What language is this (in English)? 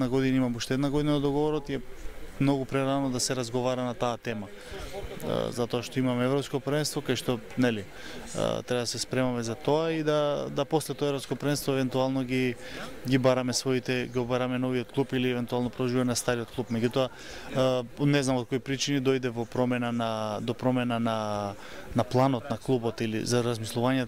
Macedonian